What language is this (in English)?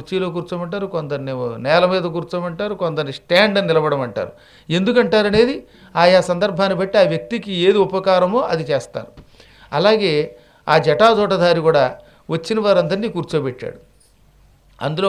Telugu